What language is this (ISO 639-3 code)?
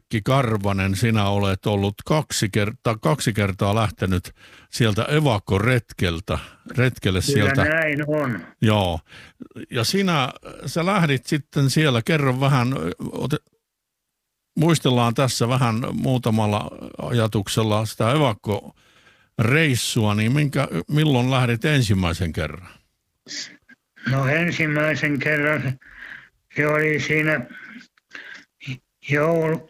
fin